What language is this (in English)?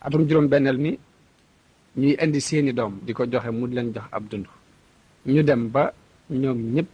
Wolof